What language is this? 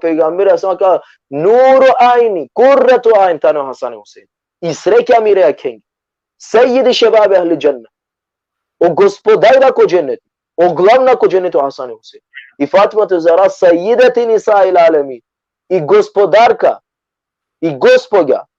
Balkan Romani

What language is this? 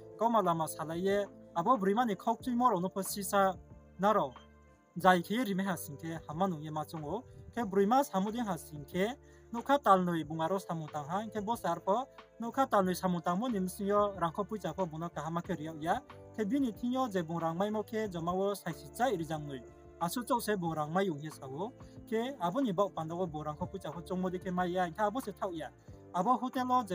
Riang (India)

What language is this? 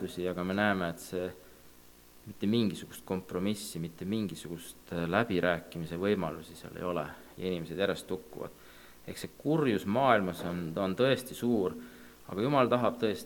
Estonian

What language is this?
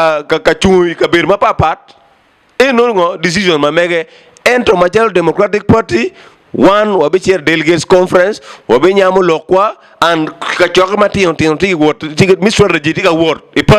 Acoli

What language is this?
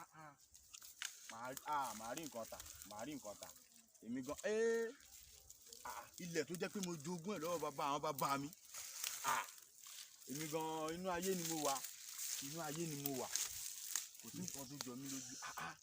Yoruba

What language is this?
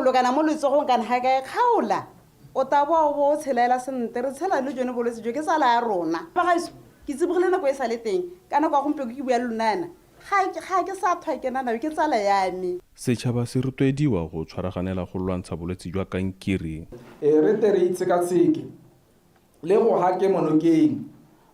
Tswana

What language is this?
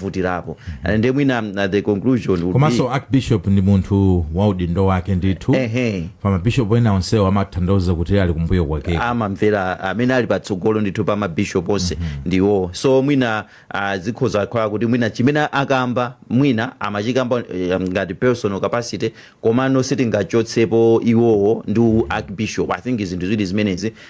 Nyanja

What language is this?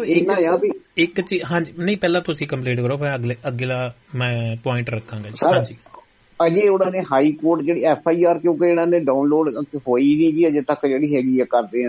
Punjabi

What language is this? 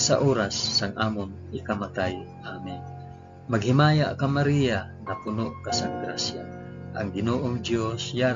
Hiligaynon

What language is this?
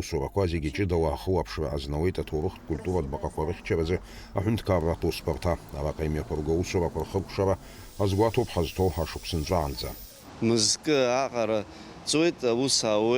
Abkhazian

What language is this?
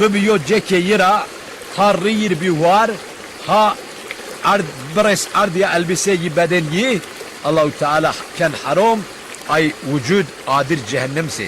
Zaza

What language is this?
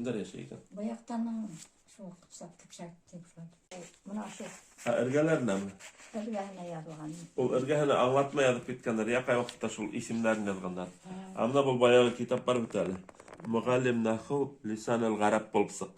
Bashkir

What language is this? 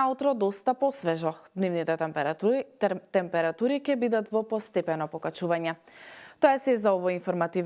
Macedonian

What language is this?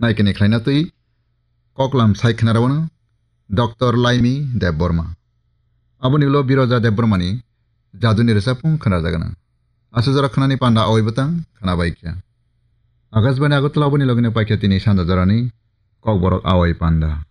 Kok Borok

